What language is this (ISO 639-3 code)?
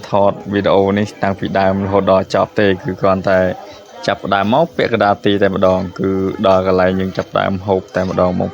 khm